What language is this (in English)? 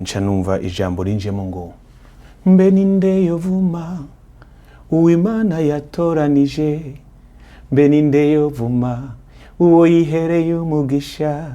Rundi